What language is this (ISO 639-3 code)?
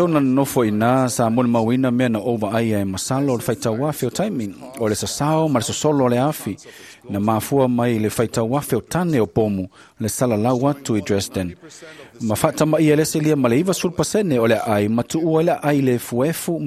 smo